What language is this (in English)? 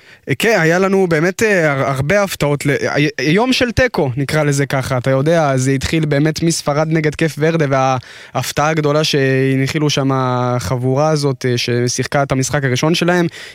Hebrew